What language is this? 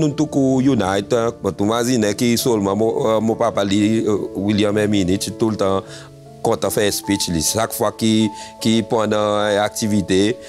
Seselwa Creole French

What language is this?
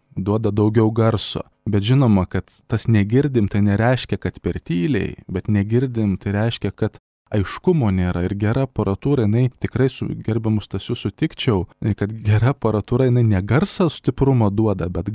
Lithuanian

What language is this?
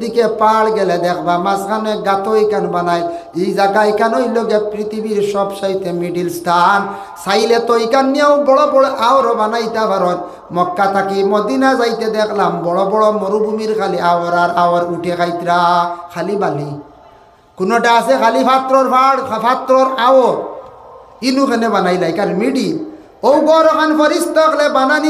Sylheti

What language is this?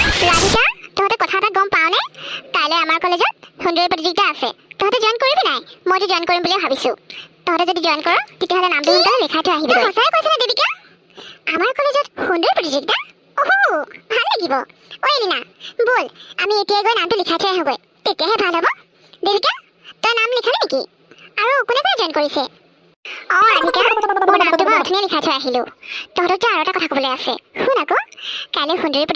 Assamese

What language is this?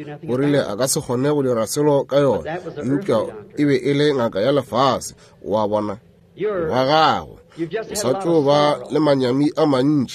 Northern Sotho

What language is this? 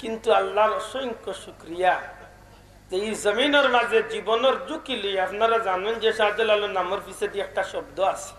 Sylheti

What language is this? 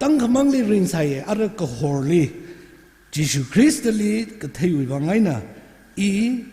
Tangkhul Naga (India)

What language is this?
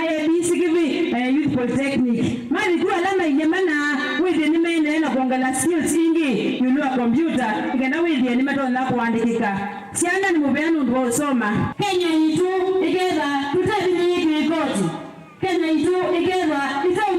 Kamba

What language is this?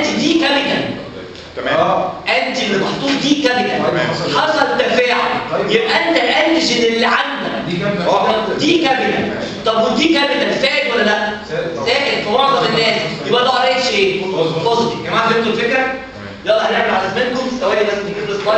Egyptian Arabic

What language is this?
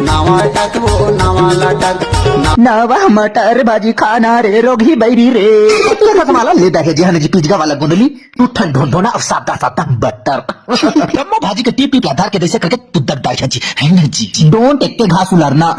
Chhattisgarhi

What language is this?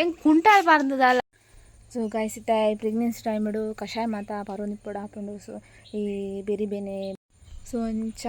Tulu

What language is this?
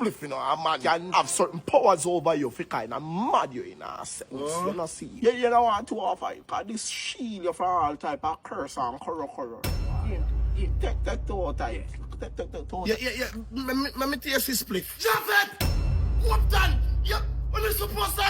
Jamaican Creole English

